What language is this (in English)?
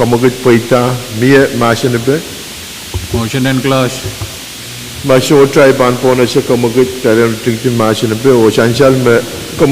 Pohnpeian